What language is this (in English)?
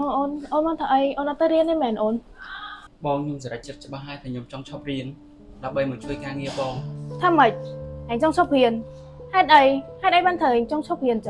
Khmer